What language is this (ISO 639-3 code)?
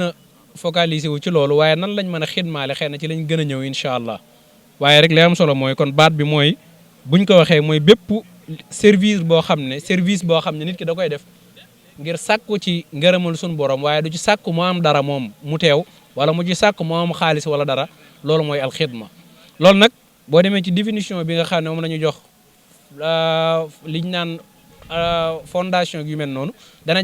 wol